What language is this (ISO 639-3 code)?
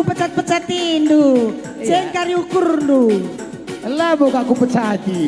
btx